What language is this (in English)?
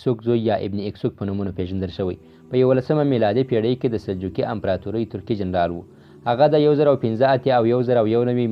Pashto